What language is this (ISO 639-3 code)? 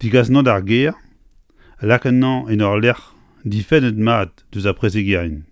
bre